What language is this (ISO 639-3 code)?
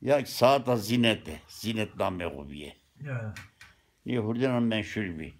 zza